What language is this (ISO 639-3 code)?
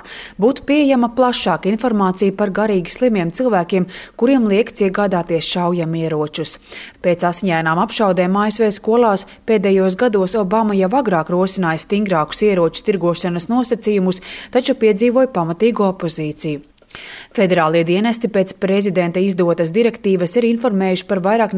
lav